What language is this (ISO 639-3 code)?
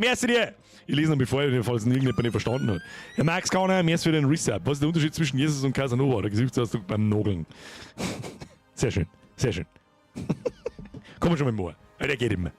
bar